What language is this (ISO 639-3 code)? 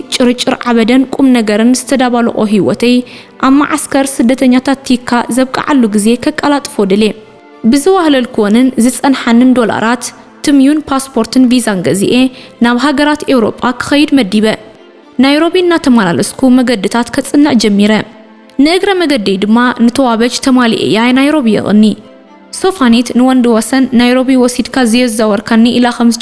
tir